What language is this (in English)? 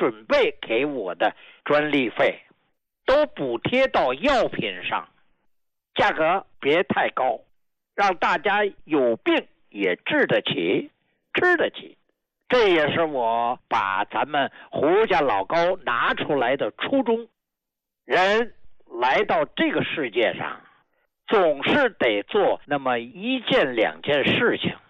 Chinese